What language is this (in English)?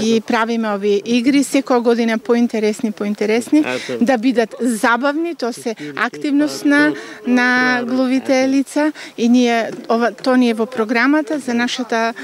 Macedonian